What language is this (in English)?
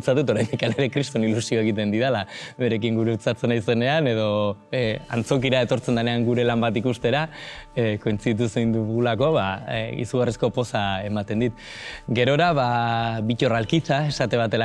Basque